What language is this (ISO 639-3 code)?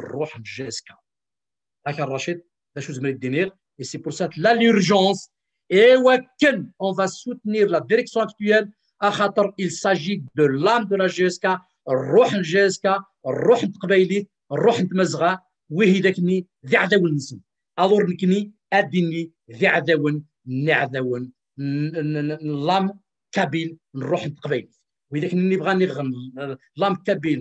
kab